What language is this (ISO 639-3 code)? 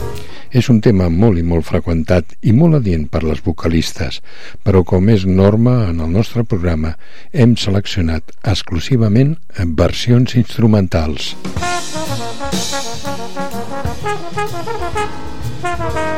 cat